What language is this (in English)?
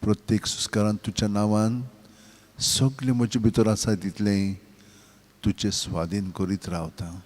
Konkani